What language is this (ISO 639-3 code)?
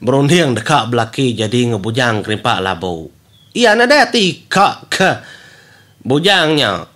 iba